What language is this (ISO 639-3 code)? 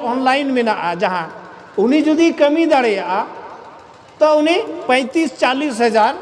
sat